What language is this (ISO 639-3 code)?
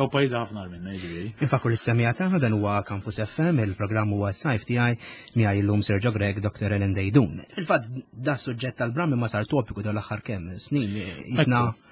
mlt